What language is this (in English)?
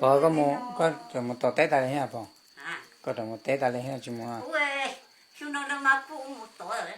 Hmong